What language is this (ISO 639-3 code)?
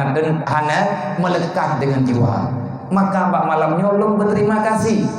ace